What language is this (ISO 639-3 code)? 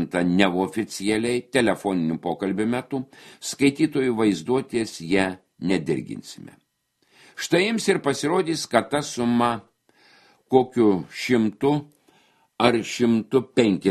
lit